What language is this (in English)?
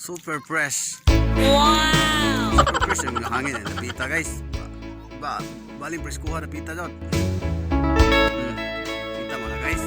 Cebuano